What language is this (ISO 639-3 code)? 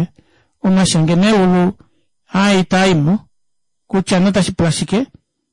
kua